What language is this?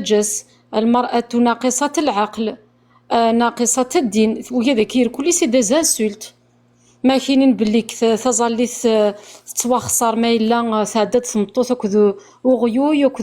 Kabyle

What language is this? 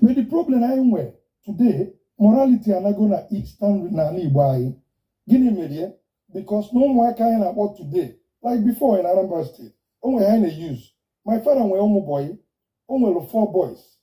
Igbo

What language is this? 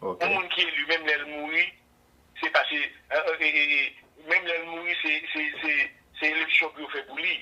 Haitian Creole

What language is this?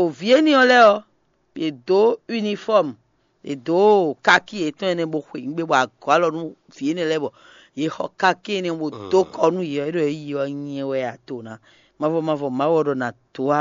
Fon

